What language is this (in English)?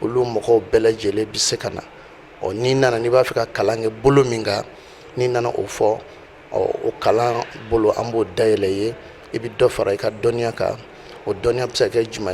Bambara